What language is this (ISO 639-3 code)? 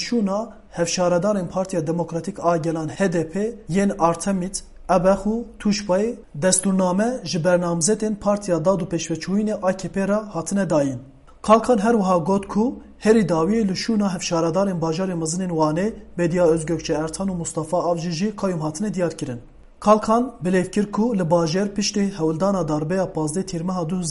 kur